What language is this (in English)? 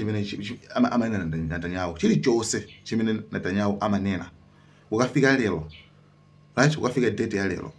Nyanja